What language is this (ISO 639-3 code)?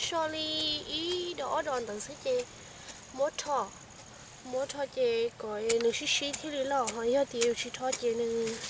hmn